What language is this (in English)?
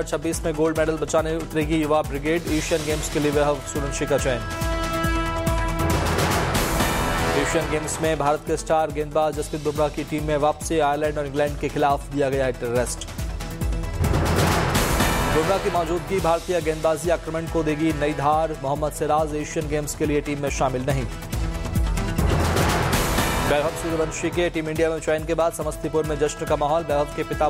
Hindi